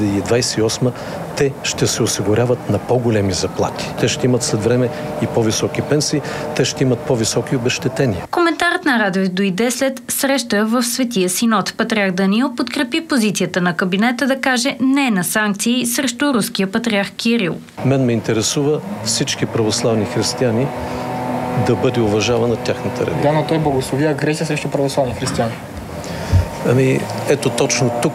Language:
Bulgarian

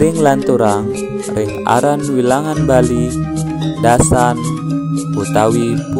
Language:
Balinese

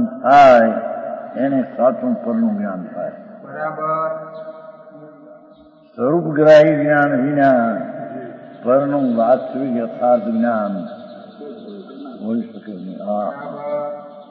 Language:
Gujarati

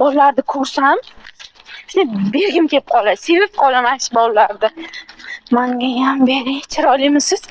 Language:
Uzbek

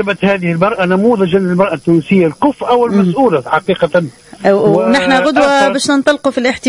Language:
Tunisian Arabic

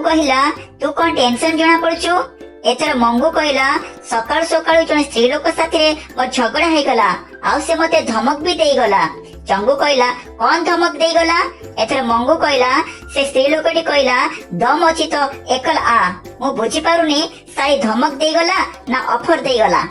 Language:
Odia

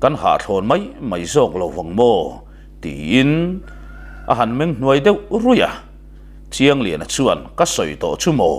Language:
Mizo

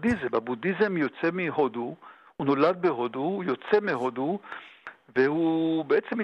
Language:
Hebrew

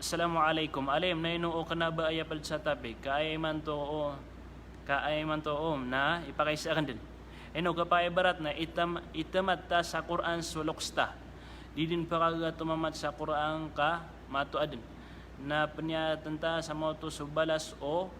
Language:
Maranao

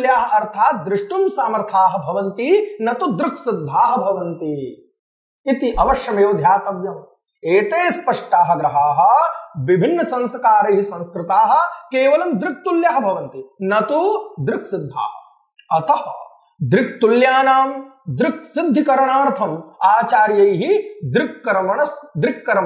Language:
Sanskrit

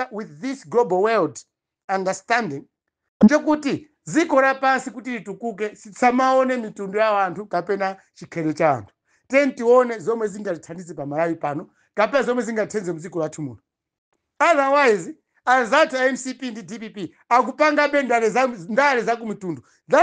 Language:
Nyanja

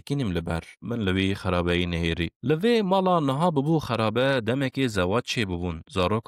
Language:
Kurdish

